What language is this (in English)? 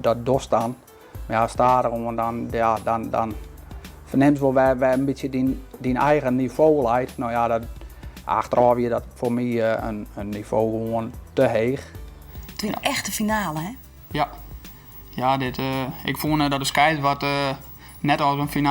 Western Frisian